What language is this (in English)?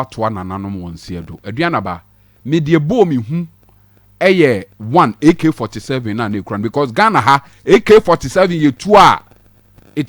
Akan